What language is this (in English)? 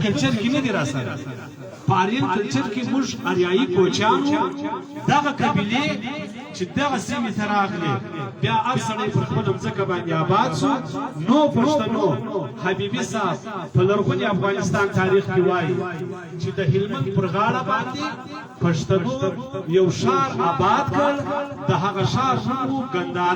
Pashto